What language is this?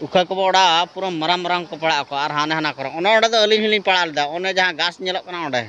Santali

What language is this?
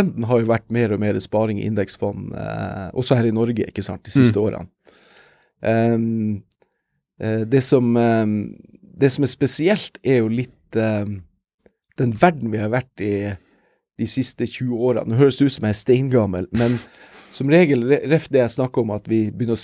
Norwegian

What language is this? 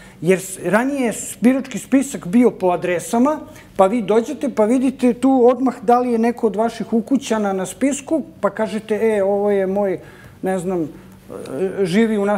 Serbian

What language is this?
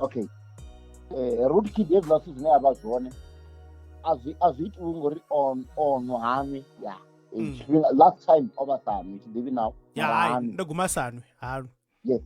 Venda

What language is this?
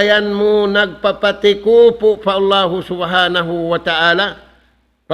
Tausug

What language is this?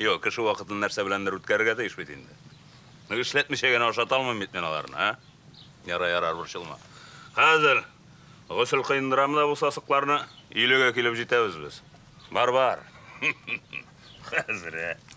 Tatar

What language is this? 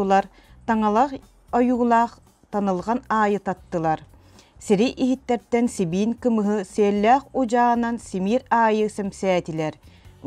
Yakut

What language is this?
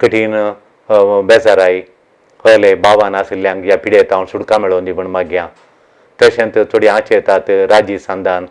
Konkani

